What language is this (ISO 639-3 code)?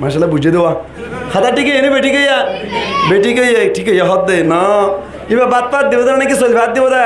rhg